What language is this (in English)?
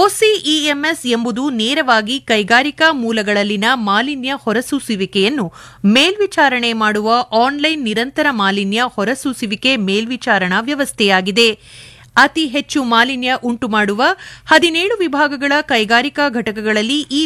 Kannada